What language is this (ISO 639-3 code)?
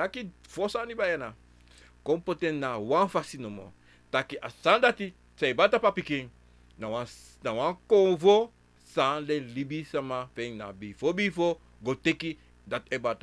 srn